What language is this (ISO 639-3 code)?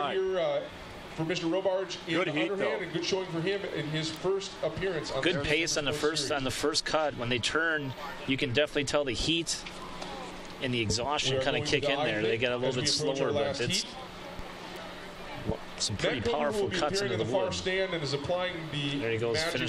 eng